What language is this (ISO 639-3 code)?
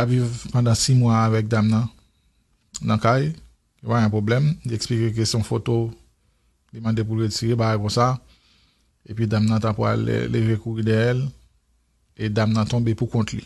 hat